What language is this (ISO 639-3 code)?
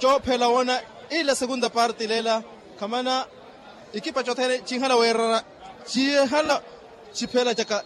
vmw